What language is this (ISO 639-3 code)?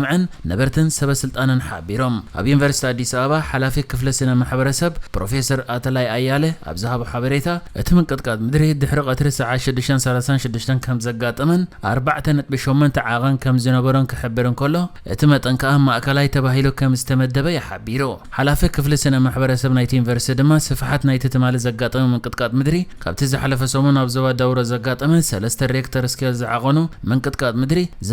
tir